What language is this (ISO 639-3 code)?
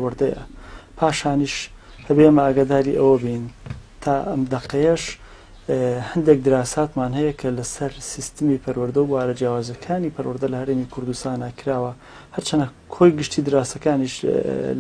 ckb